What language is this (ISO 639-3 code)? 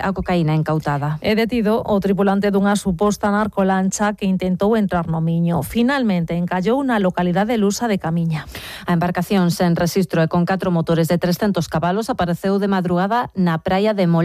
glg